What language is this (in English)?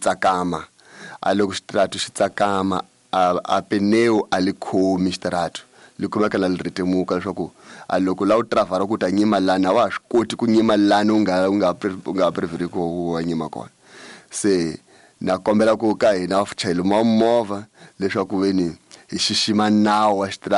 Tsonga